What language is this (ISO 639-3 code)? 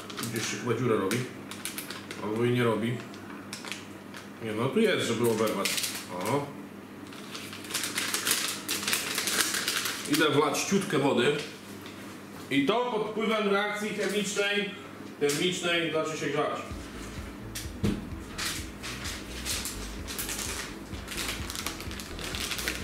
pol